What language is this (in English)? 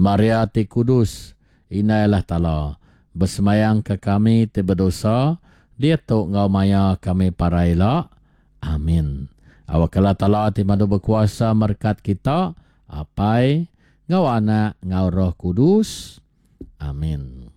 Iban